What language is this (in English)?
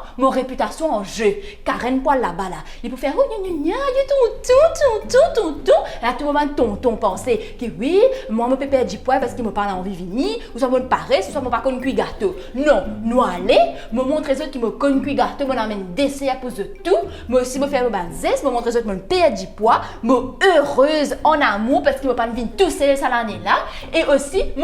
Morisyen